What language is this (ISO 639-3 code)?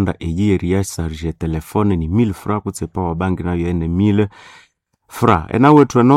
nnb